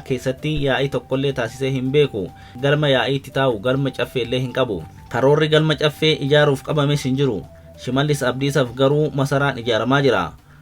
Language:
Oromo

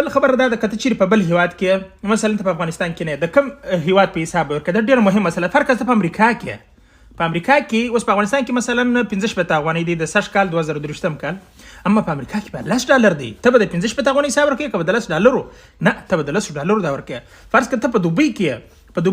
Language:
Pashto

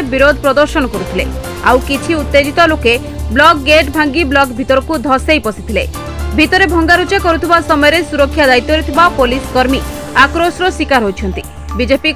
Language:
Odia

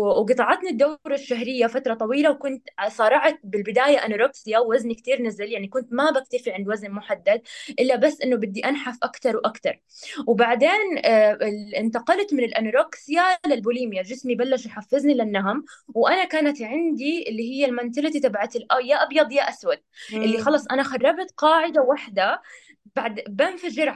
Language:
North Levantine Arabic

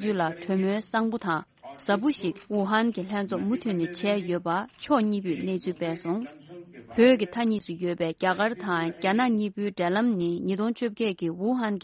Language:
Tibetan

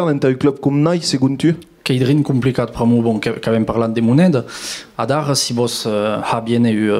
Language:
Occitan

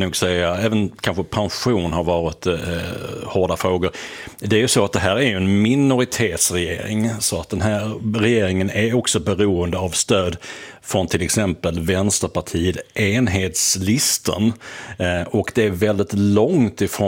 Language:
Swedish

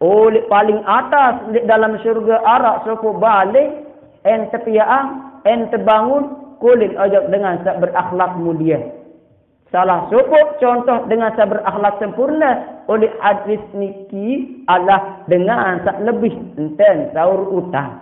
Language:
Sasak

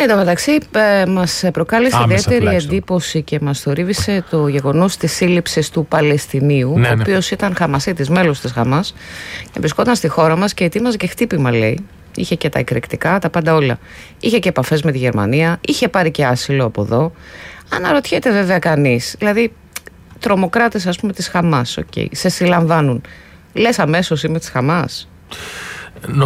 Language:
Greek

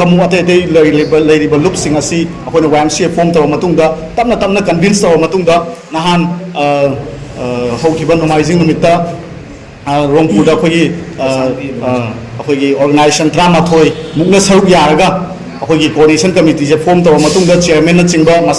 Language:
Manipuri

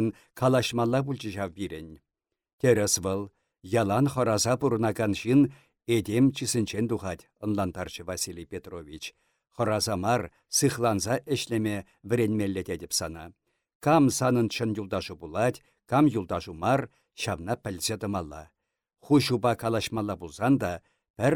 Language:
Chuvash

